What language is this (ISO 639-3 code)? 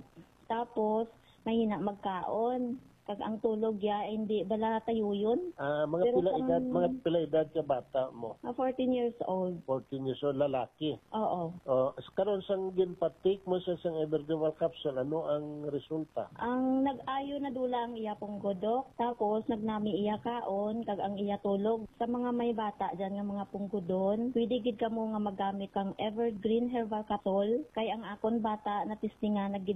hil